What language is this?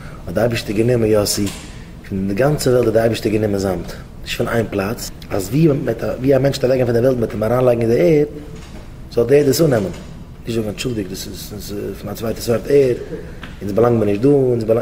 Yiddish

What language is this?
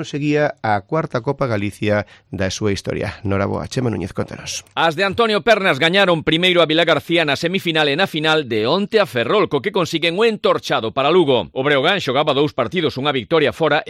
Galician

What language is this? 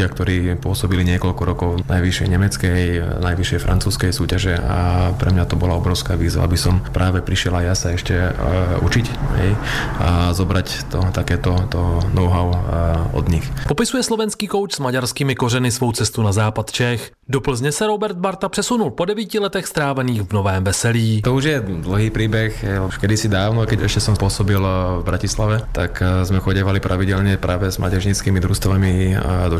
Slovak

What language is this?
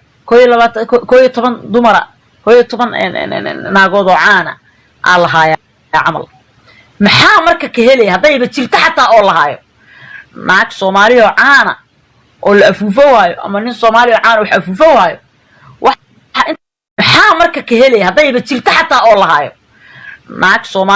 Somali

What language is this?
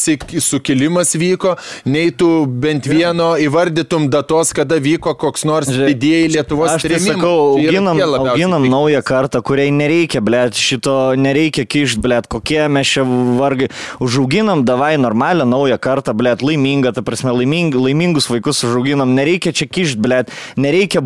Lithuanian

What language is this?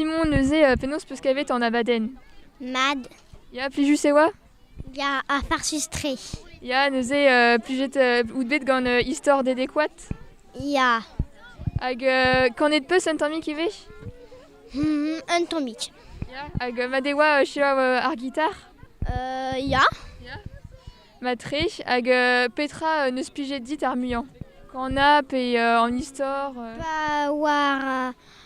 Breton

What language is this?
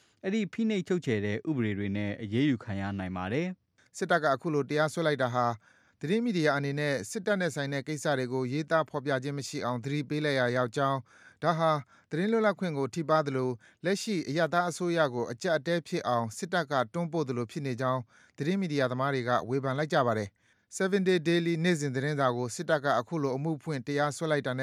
Burmese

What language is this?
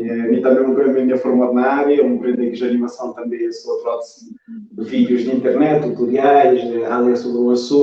Kabuverdianu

